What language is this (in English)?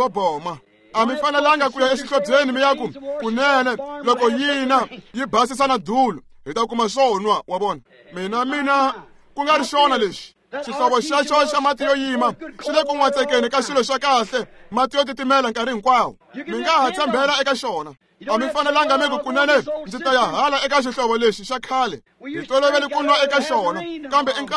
Tsonga